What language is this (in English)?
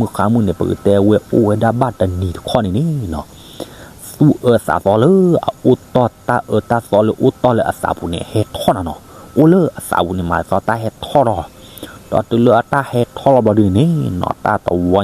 S'gaw Karen